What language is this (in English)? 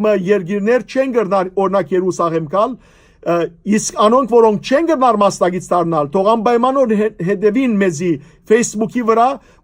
Western Armenian